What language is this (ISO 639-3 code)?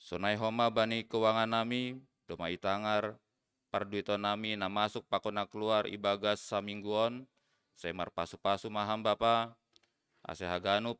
bts